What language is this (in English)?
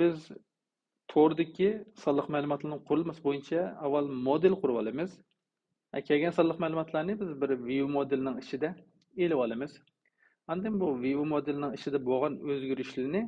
Uyghur